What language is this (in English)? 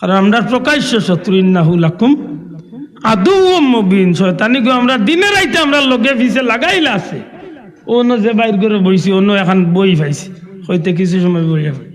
Sylheti